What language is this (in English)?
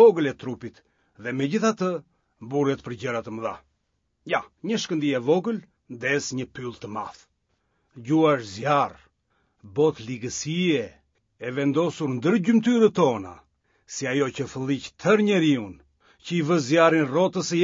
Albanian